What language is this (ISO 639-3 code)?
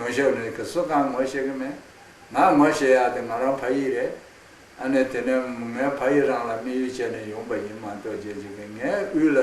bod